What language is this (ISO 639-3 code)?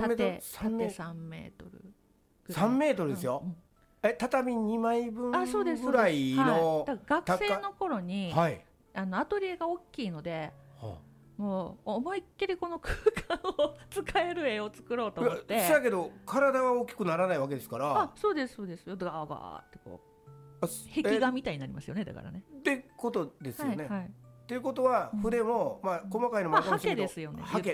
jpn